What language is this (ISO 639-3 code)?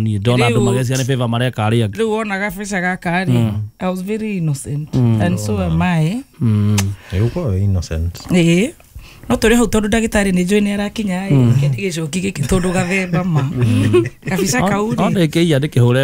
kik